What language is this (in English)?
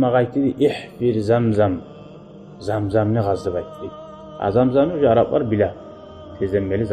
Kumyk